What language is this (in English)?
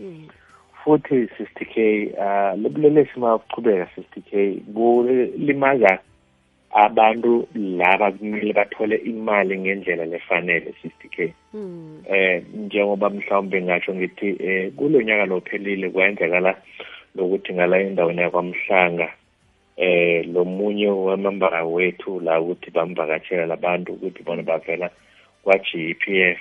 South Ndebele